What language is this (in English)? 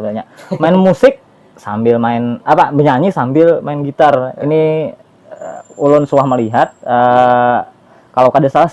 Banjar